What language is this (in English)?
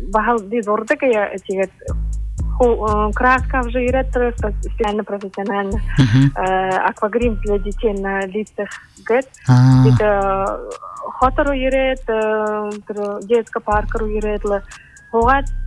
Buriat